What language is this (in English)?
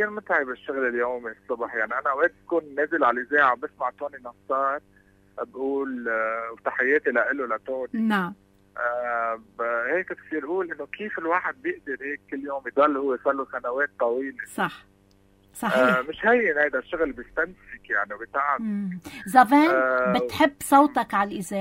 North Levantine Arabic